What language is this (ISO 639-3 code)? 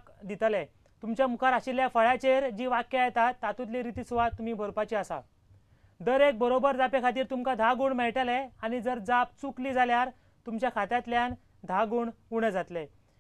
kok